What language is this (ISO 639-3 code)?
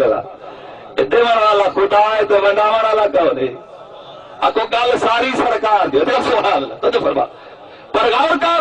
skr